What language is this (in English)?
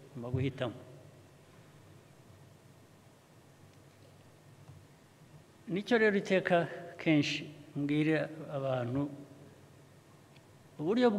Kinyarwanda